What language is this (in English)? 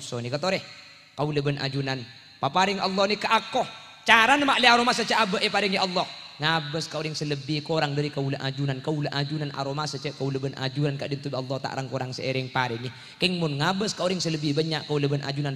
Madurese